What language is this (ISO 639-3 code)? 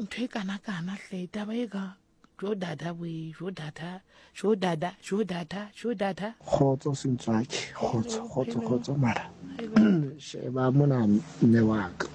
sot